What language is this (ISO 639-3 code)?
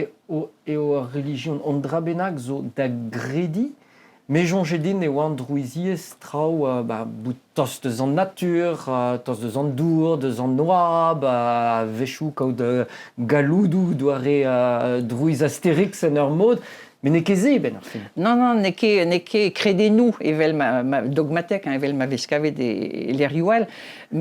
bre